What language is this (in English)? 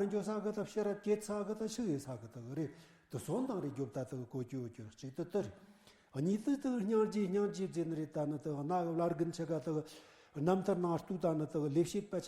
Tibetan